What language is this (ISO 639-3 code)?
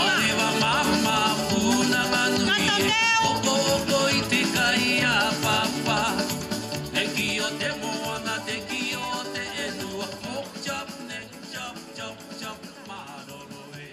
ton